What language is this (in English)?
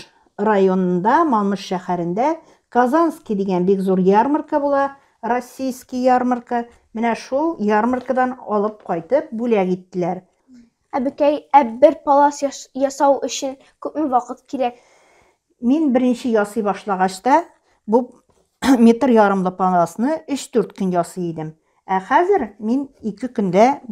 Tatar